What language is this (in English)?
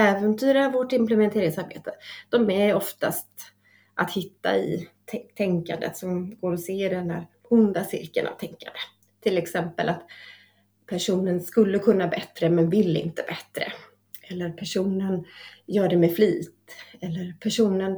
Swedish